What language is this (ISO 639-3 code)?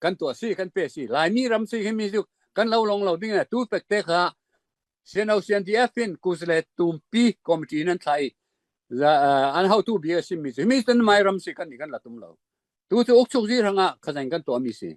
cfm